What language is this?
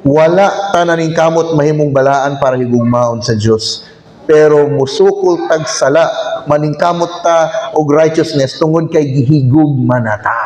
Cebuano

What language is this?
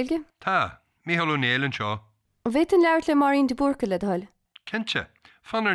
Irish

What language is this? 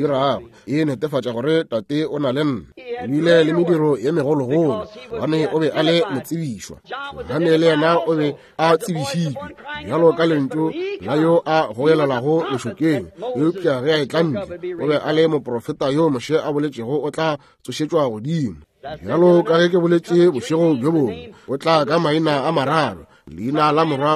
Northern Sotho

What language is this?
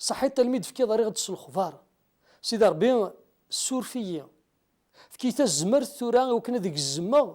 Kabyle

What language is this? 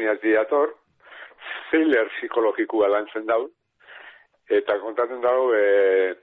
Basque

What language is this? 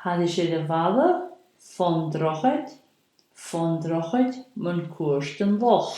Scottish Gaelic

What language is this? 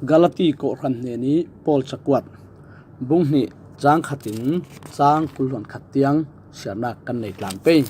Falam Chin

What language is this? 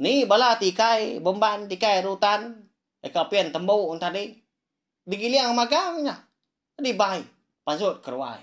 Iban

